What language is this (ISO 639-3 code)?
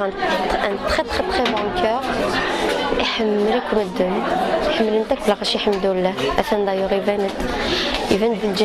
kab